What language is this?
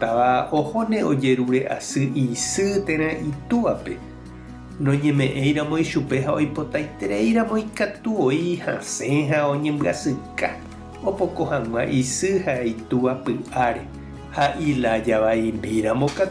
Guarani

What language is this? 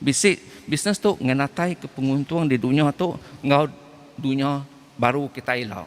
Iban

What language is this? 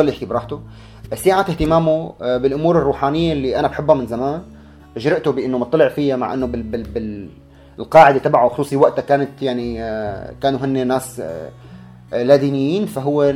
North Levantine Arabic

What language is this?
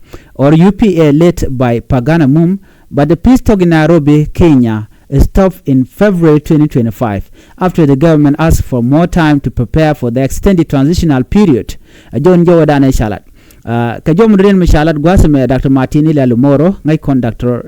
Nuer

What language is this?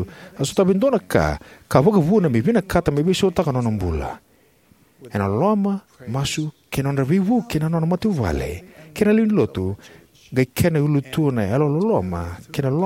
Fijian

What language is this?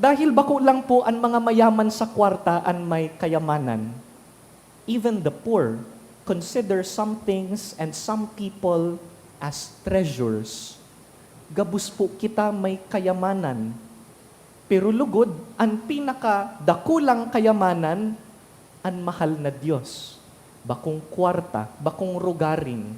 Bikol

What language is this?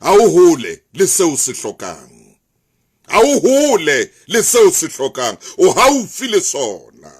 Southern Sotho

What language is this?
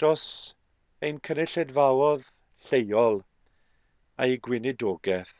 Welsh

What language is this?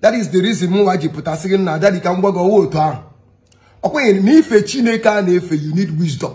Igbo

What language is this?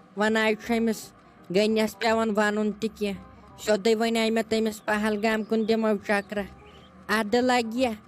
Kashmiri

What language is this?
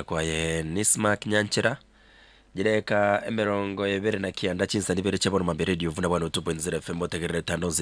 Gusii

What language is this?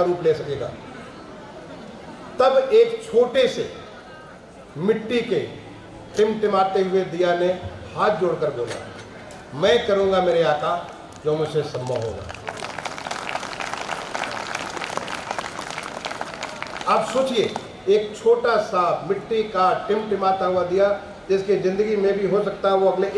Hindi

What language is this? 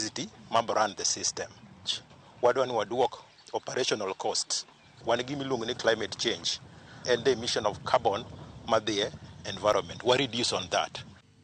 Luo (Kenya and Tanzania)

